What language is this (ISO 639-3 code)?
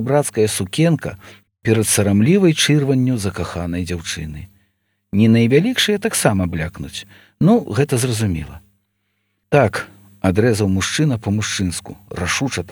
bel